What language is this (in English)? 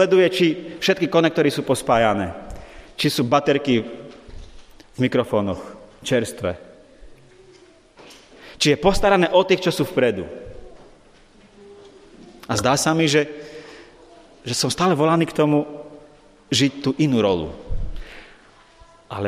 Slovak